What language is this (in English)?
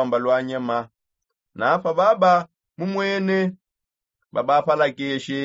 Songe